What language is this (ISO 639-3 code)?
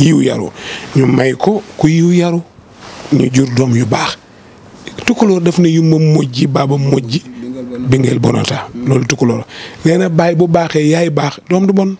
wol